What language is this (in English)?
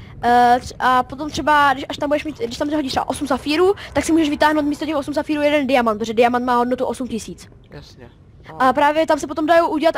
Czech